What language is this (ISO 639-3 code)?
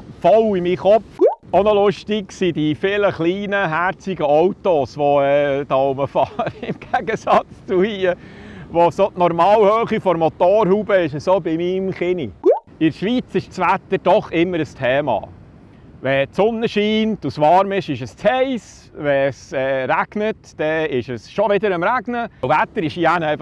gsw